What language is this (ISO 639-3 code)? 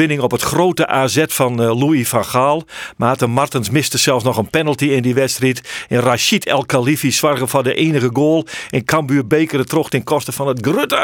fry